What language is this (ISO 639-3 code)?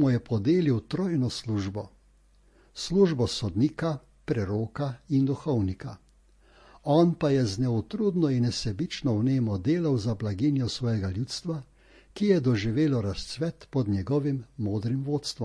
slv